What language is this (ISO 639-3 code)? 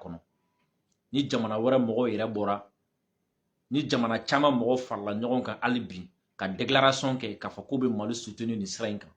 bam